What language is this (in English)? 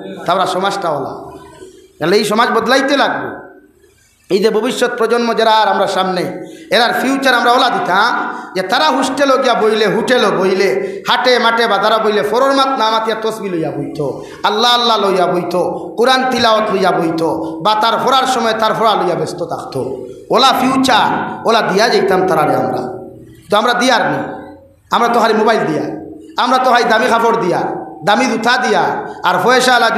Sylheti